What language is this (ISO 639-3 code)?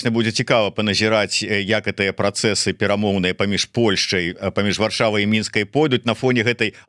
bel